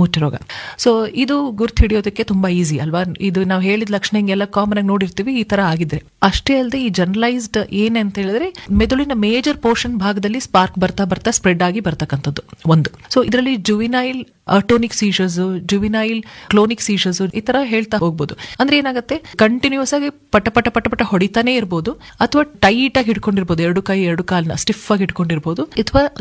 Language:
Kannada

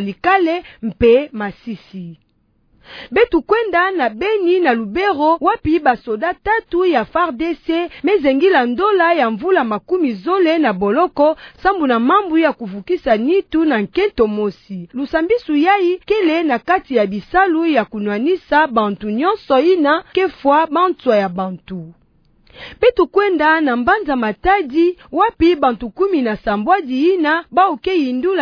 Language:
Kituba (Democratic Republic of Congo)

